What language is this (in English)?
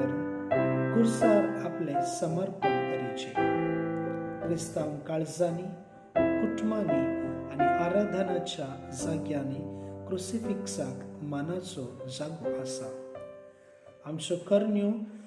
Konkani